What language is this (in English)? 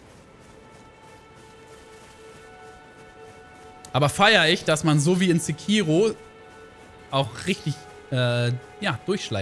German